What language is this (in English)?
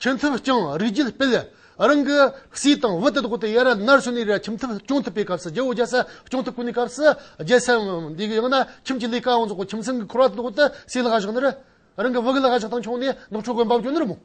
Amdo Tibetan